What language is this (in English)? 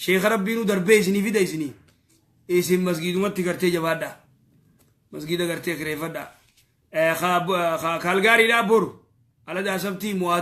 Oromo